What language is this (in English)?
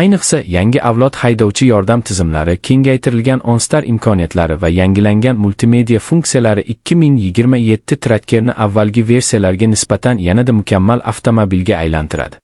Uzbek